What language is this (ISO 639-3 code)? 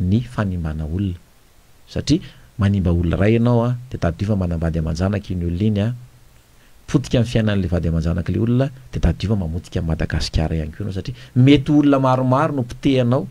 mlg